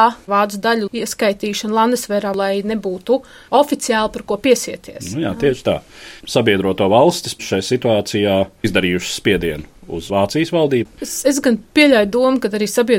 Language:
Latvian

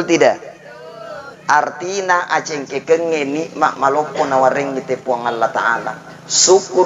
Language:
Buginese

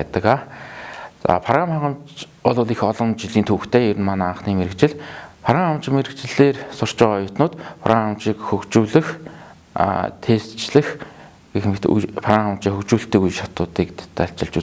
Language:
Mongolian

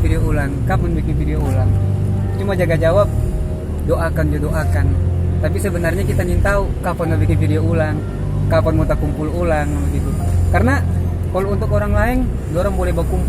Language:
Manado Malay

